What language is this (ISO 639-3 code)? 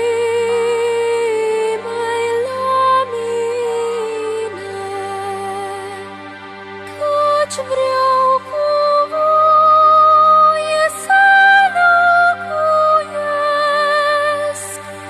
ron